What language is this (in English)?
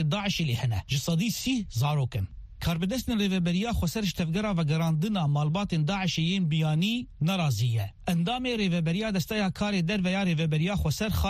Kurdish